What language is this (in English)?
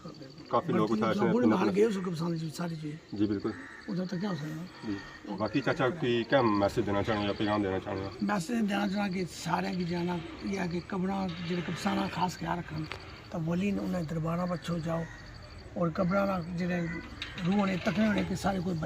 Pahari-Potwari